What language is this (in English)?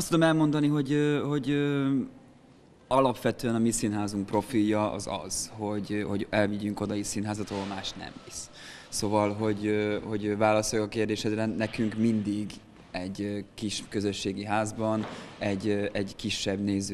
Hungarian